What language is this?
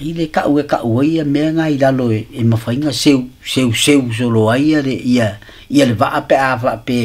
Samoan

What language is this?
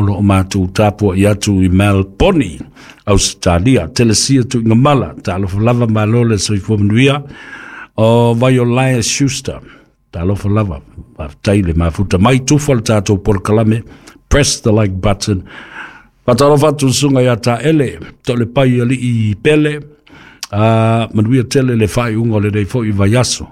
Samoan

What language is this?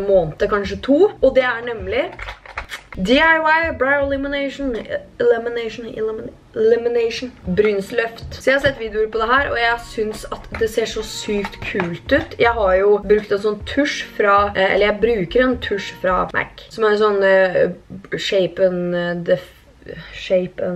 Norwegian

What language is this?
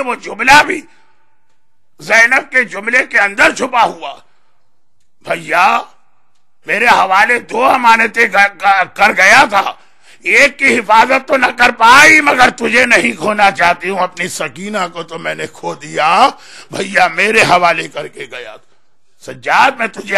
Urdu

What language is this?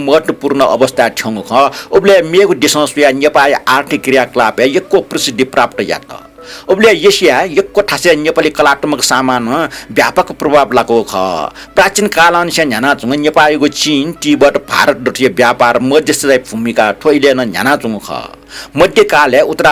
Newari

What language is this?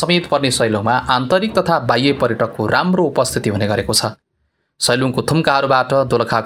Nepali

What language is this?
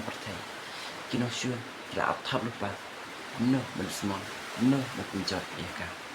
Khasi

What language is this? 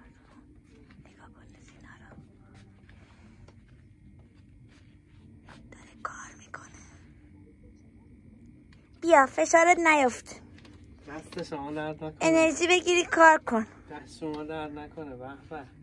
Persian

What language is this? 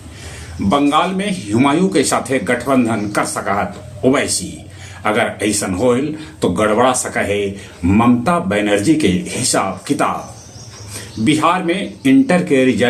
Magahi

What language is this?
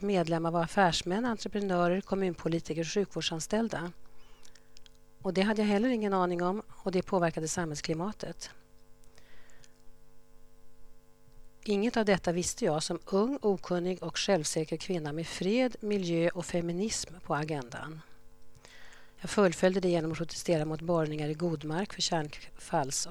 Swedish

